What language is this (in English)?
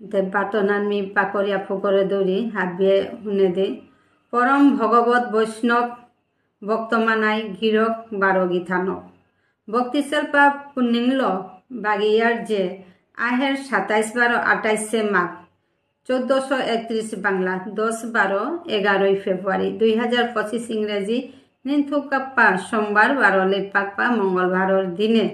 Bishnupriya